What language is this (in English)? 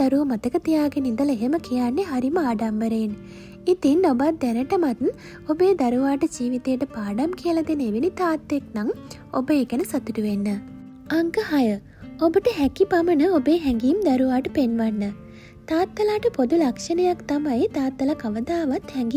Sinhala